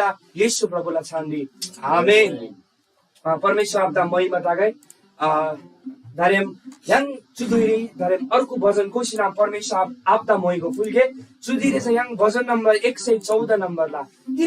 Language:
Eastern Tamang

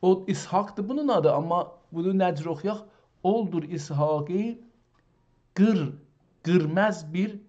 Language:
South Azerbaijani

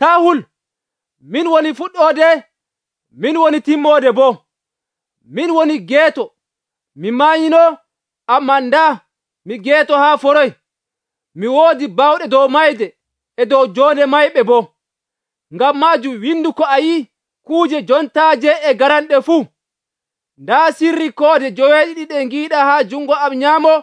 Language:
Nigerian Fulfulde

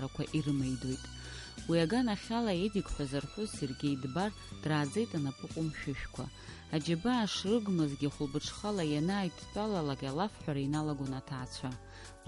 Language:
Abkhazian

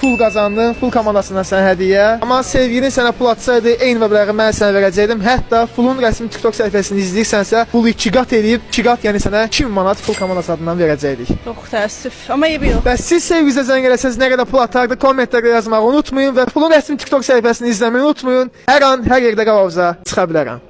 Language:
Azerbaijani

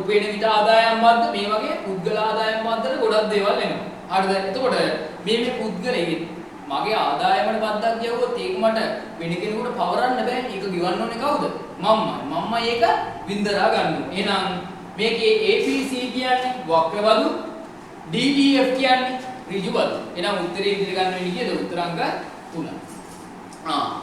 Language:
Sinhala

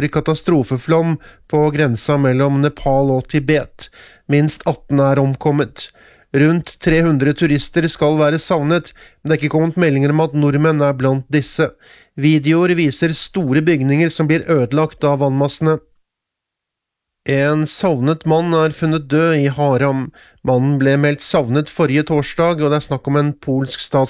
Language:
Norwegian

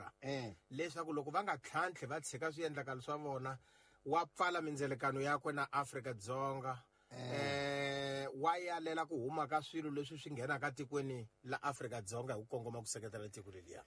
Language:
Tsonga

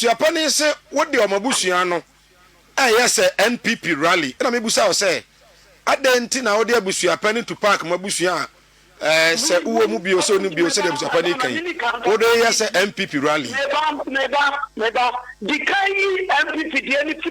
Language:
Akan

